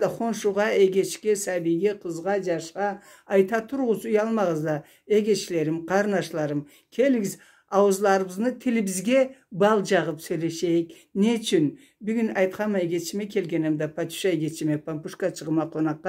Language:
Karachay-Balkar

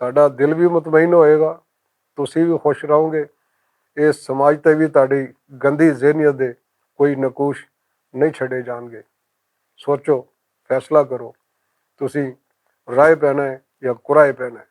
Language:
Western Panjabi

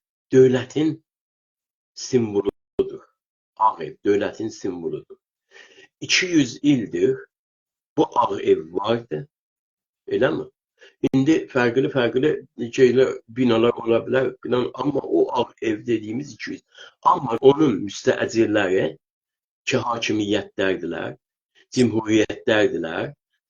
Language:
South Azerbaijani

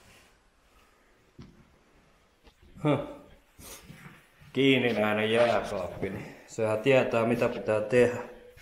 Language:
Finnish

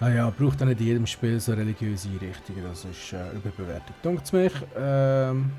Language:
Swiss German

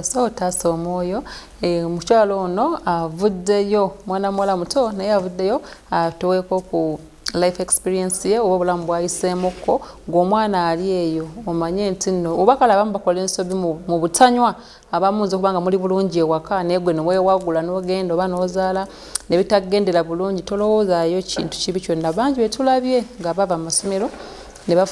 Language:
Ganda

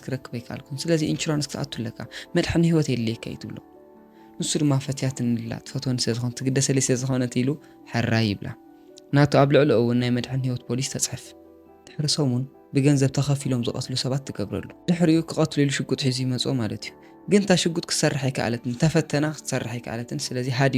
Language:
Tigrinya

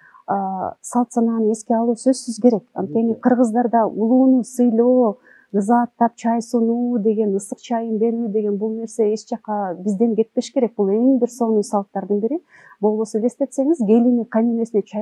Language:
Kyrgyz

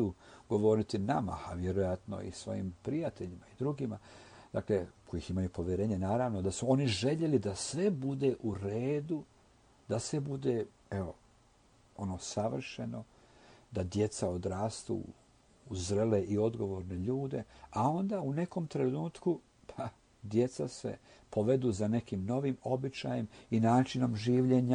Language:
Croatian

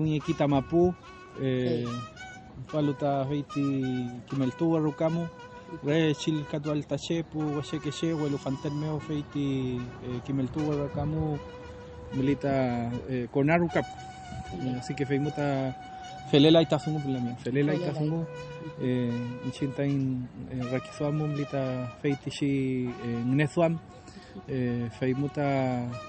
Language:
Mapuche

